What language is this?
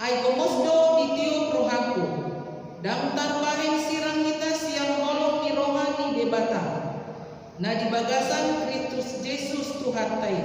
Batak Toba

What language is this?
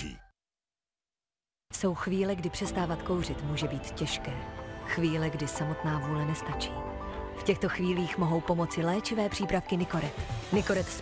Czech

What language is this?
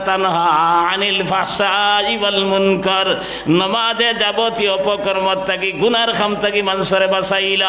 Sylheti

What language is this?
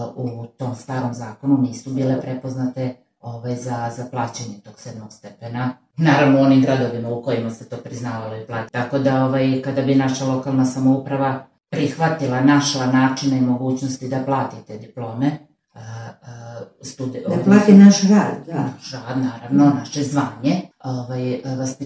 Serbian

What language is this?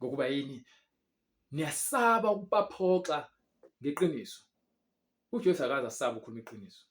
Zulu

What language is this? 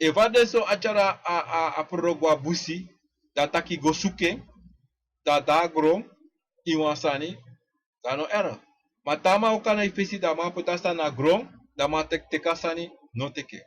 Sranan Tongo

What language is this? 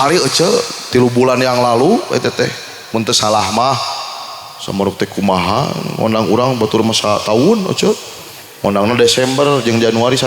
Sundanese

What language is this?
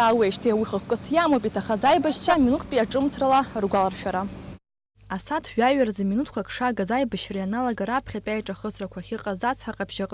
Abkhazian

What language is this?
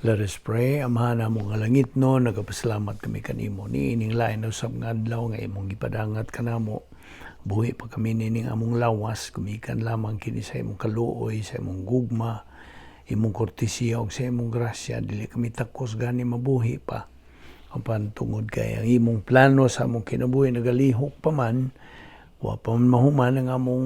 Cebuano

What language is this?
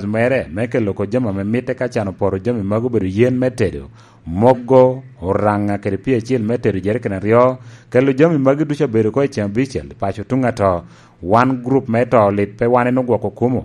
Lango (Uganda)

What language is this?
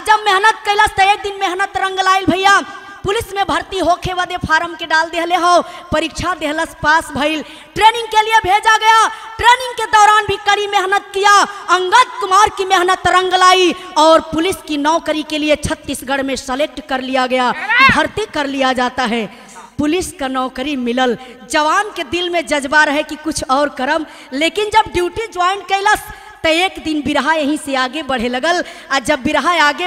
Bhojpuri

